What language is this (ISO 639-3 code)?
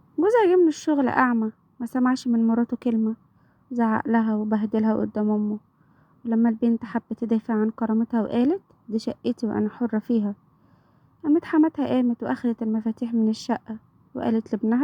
arz